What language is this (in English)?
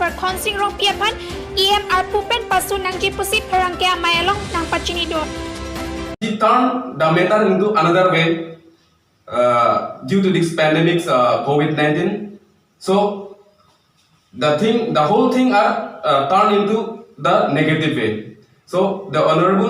Karbi